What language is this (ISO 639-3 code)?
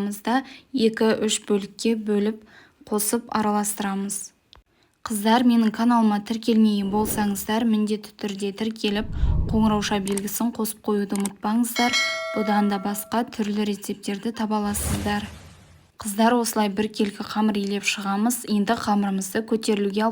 kaz